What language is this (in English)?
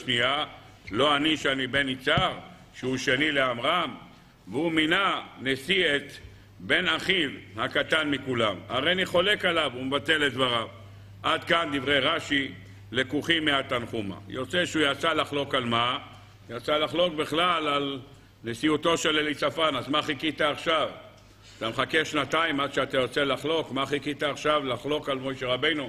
Hebrew